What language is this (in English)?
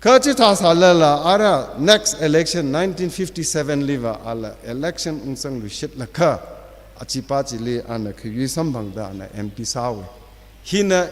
Tangkhul Naga (India)